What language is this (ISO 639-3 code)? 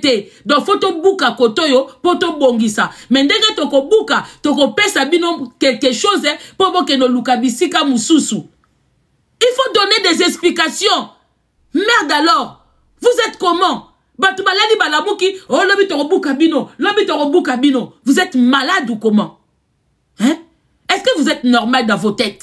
lin